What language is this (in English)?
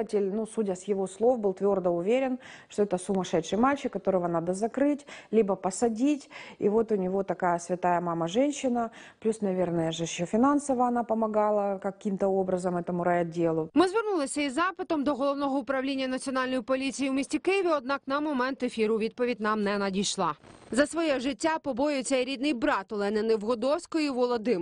Ukrainian